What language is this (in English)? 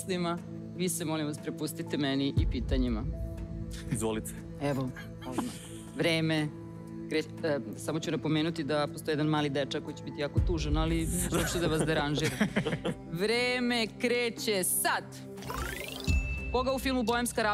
Serbian